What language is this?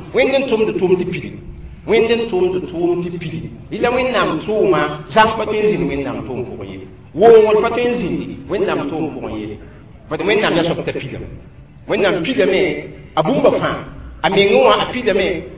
Mossi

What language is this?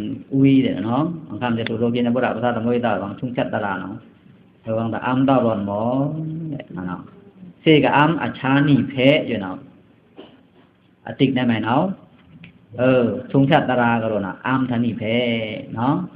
Pa'o Karen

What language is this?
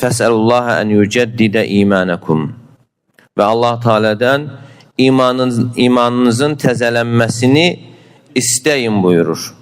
Azerbaijani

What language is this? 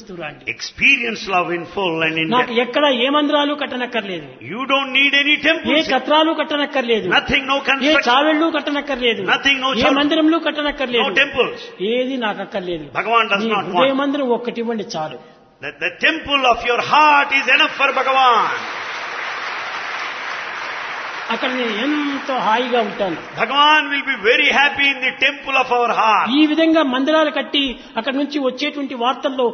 Telugu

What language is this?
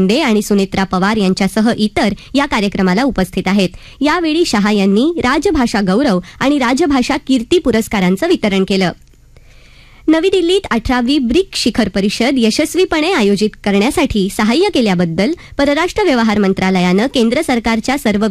Marathi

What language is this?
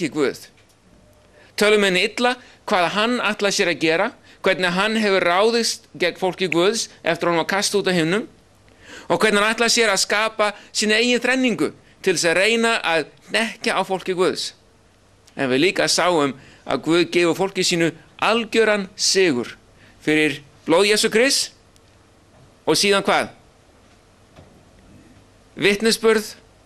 Icelandic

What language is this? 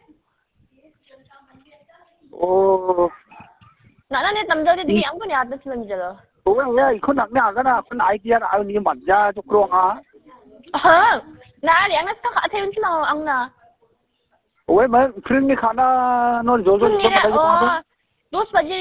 Khasi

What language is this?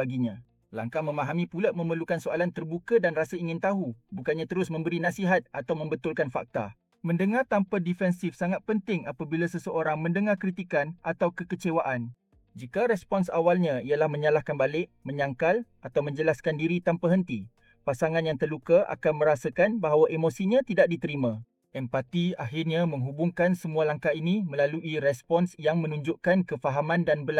Malay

